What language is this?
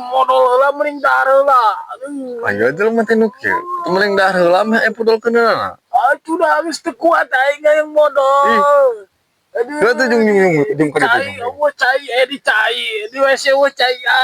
Sundanese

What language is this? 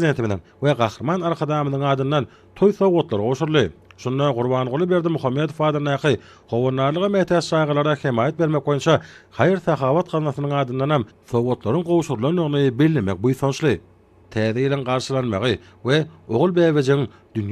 Turkmen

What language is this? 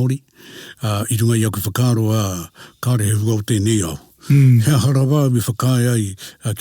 Māori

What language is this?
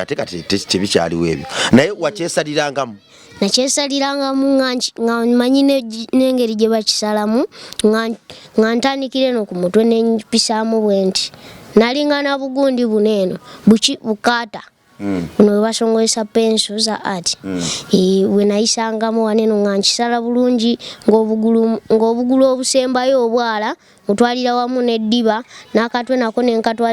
Ganda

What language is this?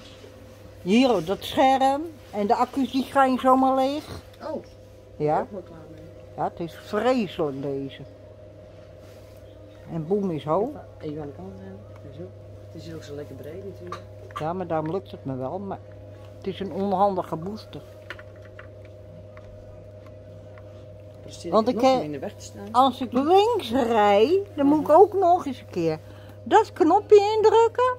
Dutch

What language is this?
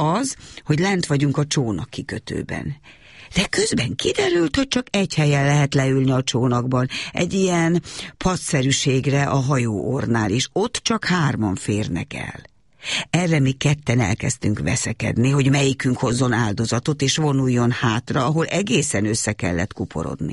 Hungarian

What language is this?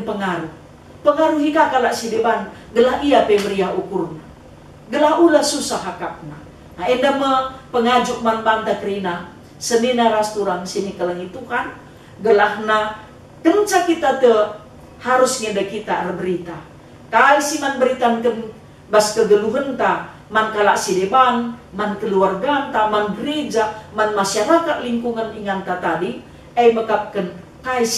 Batak Karo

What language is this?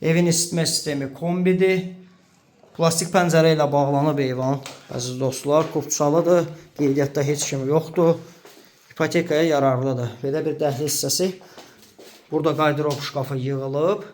Azerbaijani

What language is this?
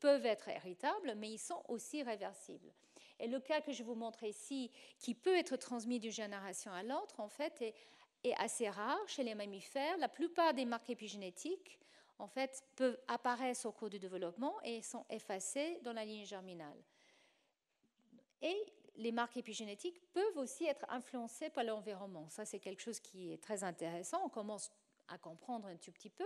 French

